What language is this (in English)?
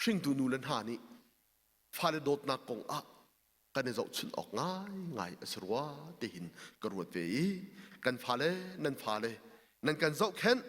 Hakha Chin